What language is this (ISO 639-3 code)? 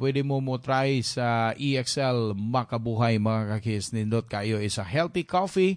ceb